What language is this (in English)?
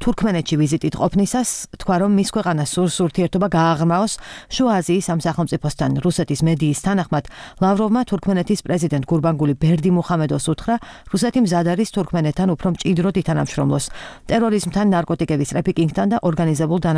Georgian